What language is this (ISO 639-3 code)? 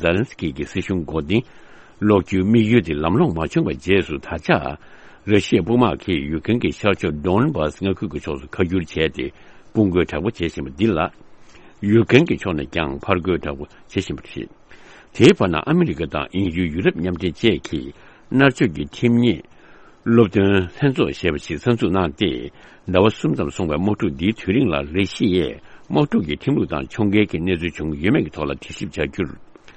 bod